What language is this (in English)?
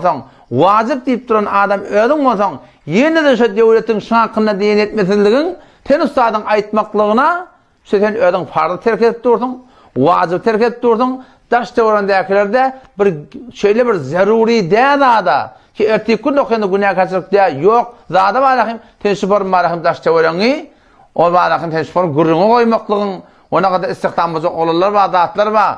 Turkmen